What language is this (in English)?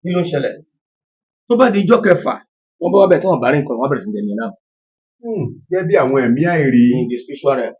Yoruba